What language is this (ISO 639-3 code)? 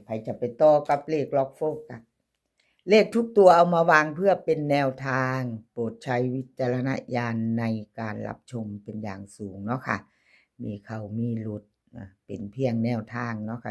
tts